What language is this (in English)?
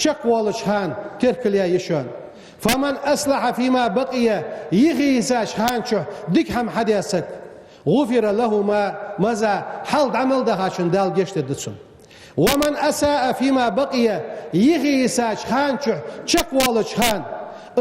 Ingush